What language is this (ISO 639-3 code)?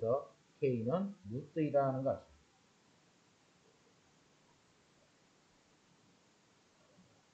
kor